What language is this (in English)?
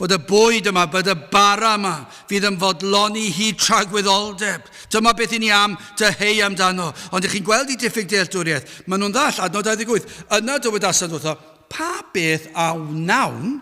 Welsh